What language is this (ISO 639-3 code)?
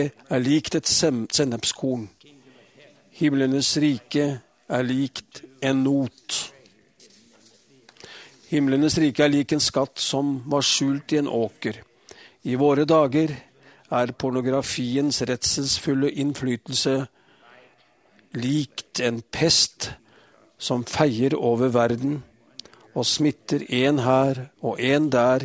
nor